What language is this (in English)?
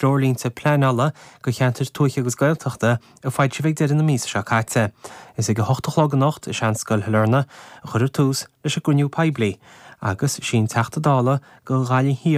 Irish